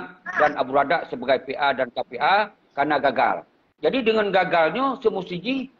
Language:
Achinese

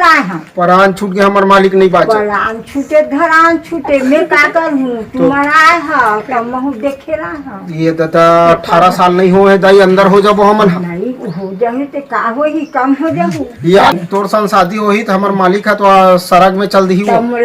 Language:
Chhattisgarhi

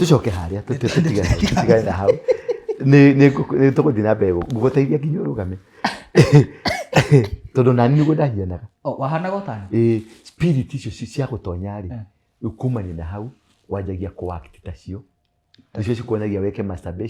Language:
Kikuyu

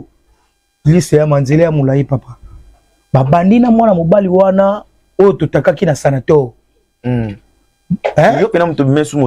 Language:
Lingala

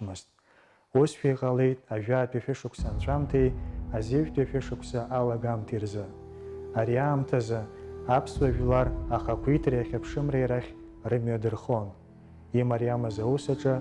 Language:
Abkhazian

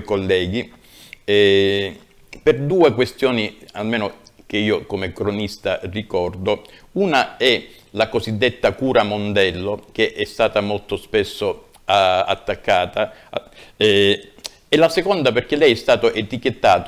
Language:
Italian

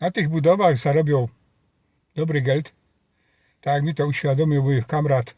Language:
Silesian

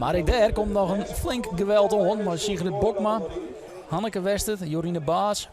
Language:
Western Frisian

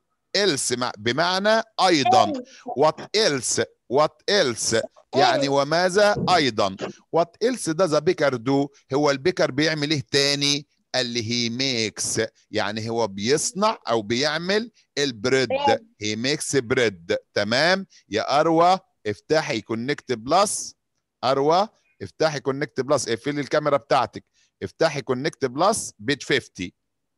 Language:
Egyptian Arabic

